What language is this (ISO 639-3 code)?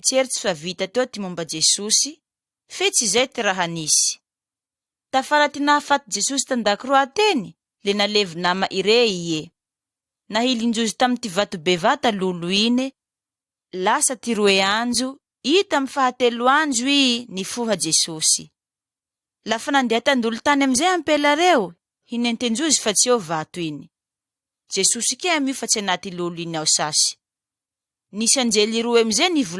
mlg